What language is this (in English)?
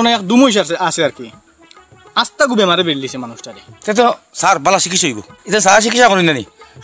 Sylheti